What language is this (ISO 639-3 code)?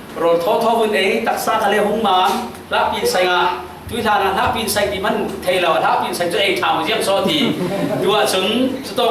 cfm